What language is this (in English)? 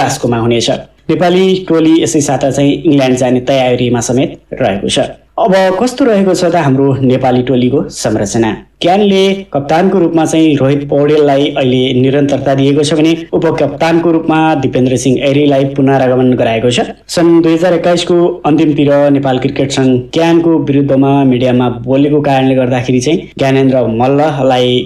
Nepali